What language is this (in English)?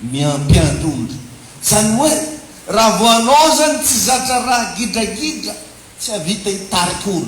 Malagasy